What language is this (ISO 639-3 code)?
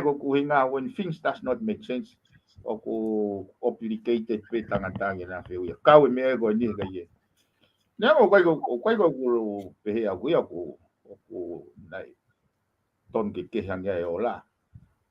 ton